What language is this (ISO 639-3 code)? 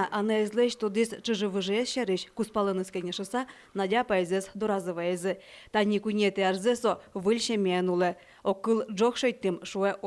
udm